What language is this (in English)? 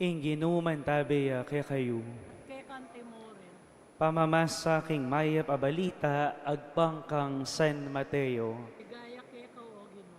Pampanga